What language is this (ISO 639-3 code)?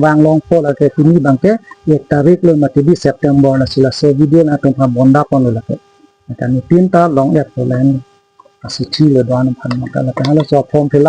mjw